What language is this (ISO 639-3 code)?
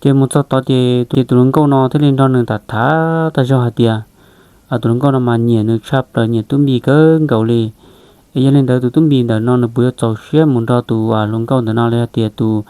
hmn